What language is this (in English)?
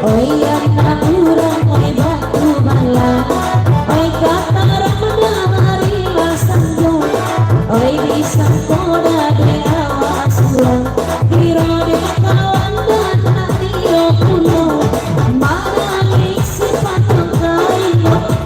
Minangkabau